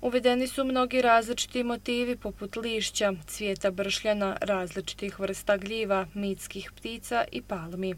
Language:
Bosnian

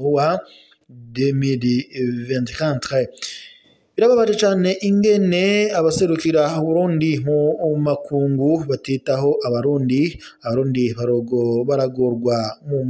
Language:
Rundi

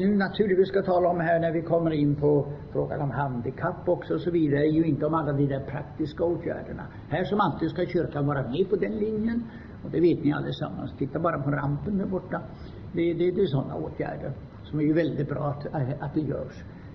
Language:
Swedish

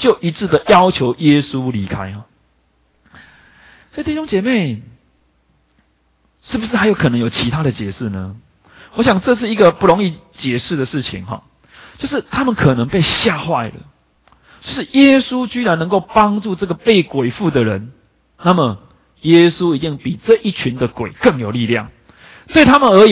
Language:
Chinese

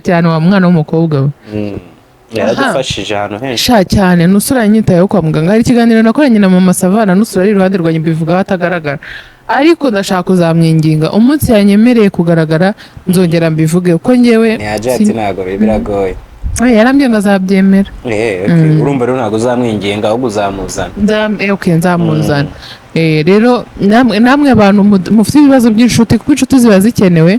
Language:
Kinyarwanda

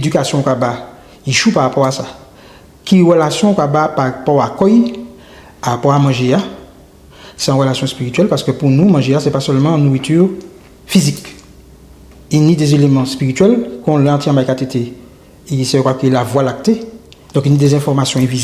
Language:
Guadeloupean Creole French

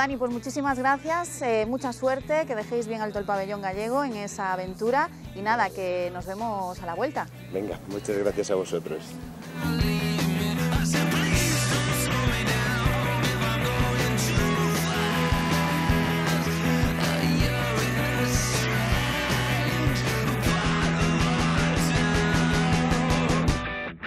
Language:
Spanish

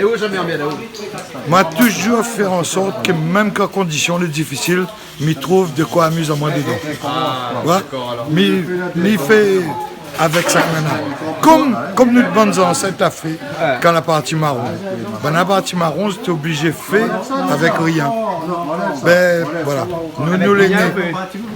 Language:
Réunion Creole French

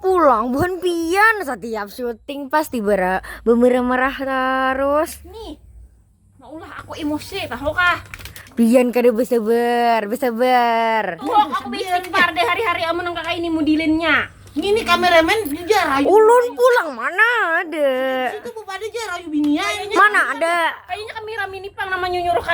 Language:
Banjar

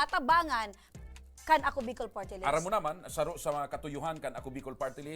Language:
Bikol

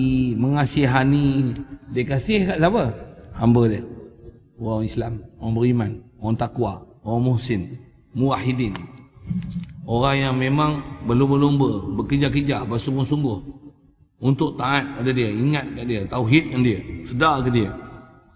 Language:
Malay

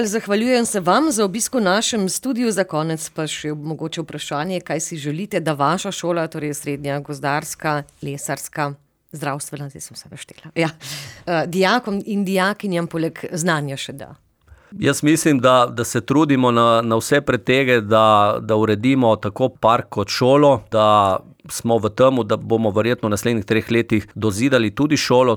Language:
Slovenian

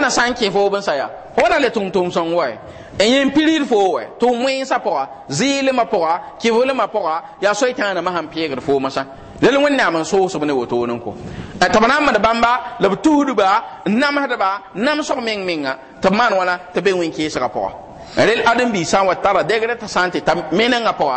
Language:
Mossi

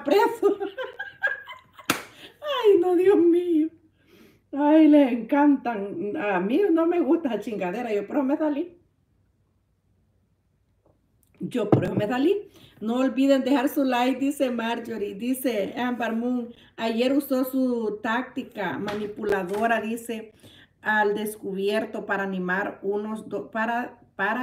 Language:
Spanish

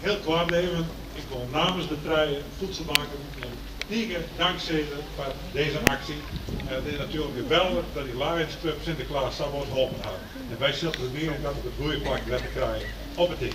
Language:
Western Frisian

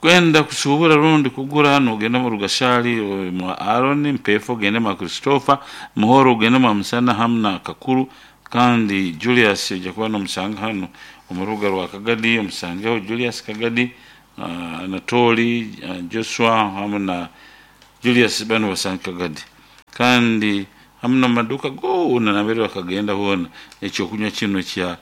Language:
Nyoro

